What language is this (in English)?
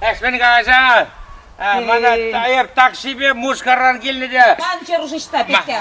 Chuvash